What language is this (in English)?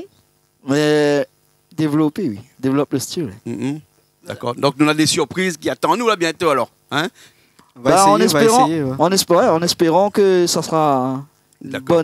Réunion Creole French